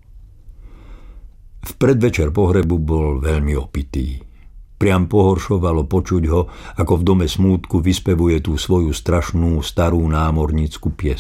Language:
Slovak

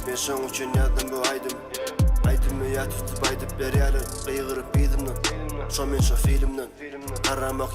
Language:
Turkmen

